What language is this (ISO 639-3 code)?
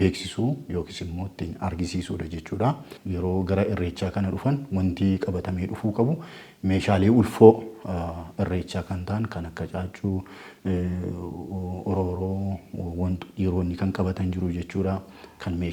orm